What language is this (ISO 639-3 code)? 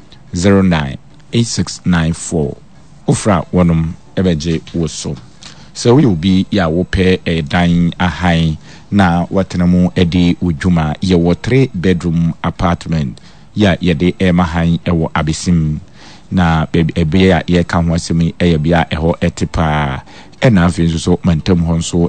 aka